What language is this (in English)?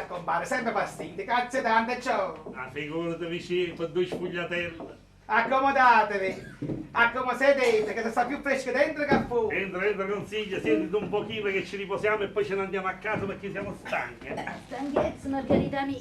Neapolitan